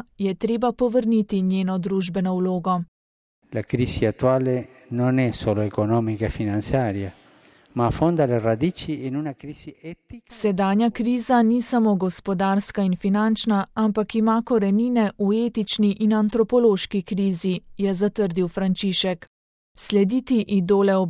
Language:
Slovenian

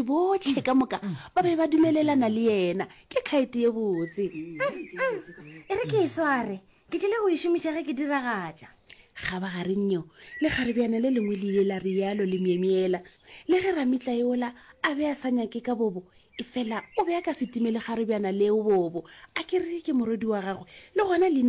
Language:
Northern Sotho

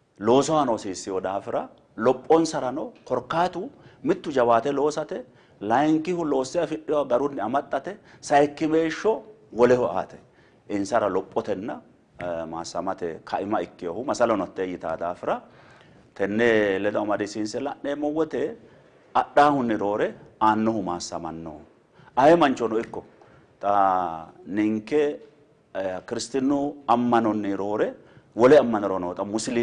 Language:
Sidamo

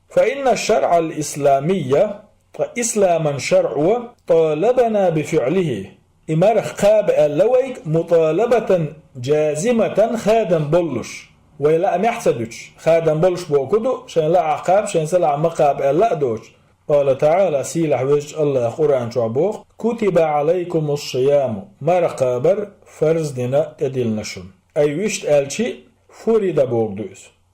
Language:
Chechen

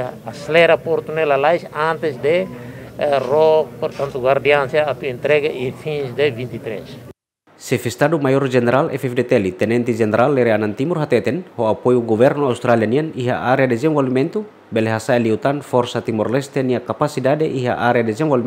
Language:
Tetum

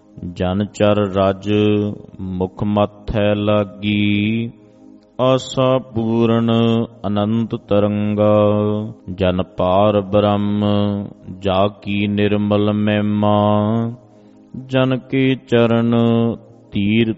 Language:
Punjabi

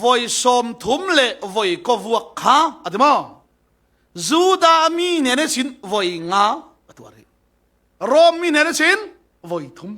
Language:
Falam Chin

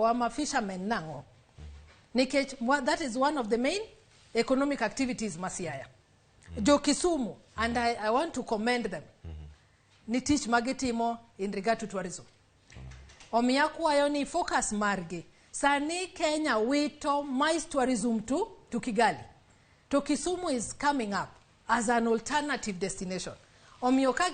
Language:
Luo (Kenya and Tanzania)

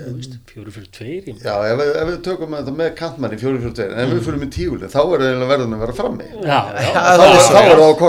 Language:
Icelandic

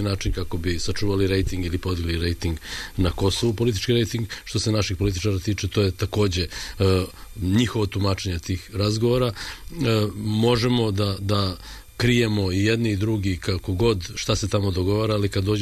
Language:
Serbian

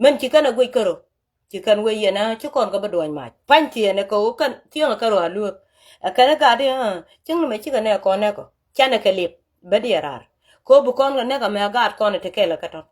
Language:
Nuer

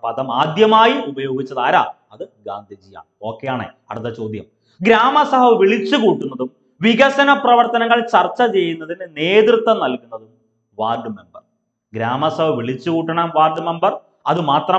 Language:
Malayalam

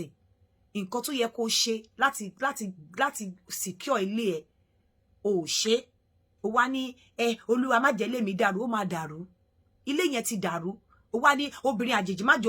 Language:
Yoruba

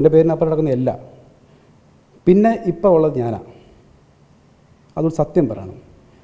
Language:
Malayalam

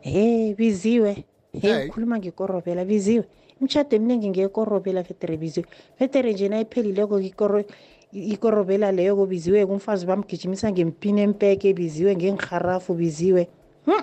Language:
South Ndebele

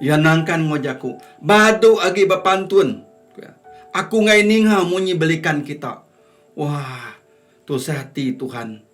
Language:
Iban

